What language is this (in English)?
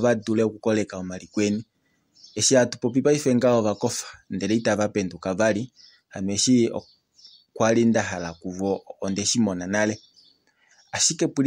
Kuanyama